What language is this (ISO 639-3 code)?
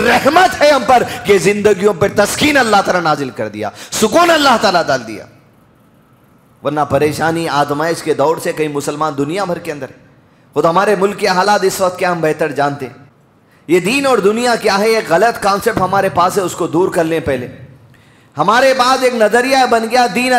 urd